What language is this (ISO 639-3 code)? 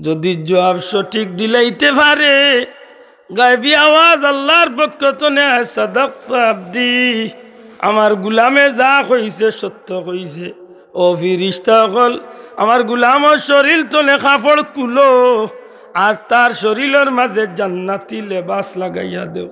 syl